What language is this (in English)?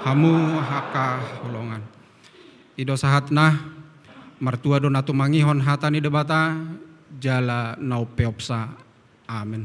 Batak Toba